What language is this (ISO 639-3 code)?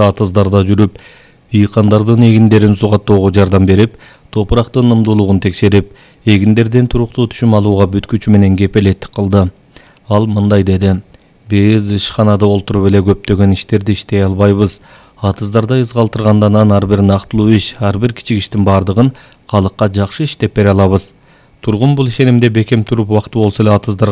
kir